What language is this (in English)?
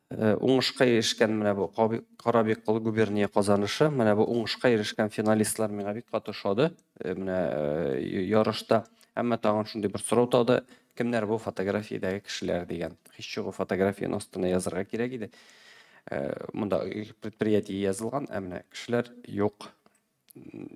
Tatar